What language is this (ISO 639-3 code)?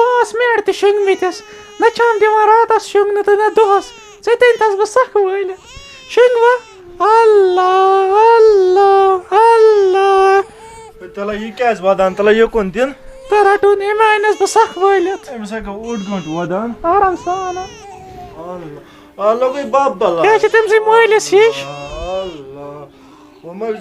kas